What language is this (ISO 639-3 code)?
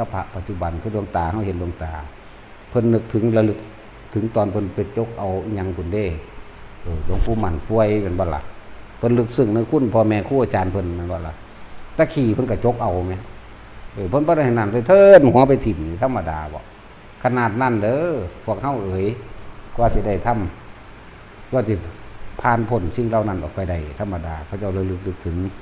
tts